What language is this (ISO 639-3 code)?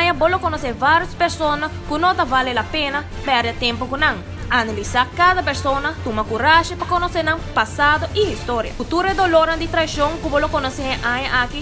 pap